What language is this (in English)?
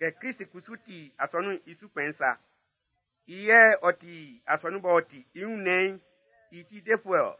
Baoulé